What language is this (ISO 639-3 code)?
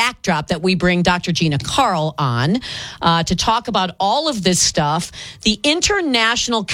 eng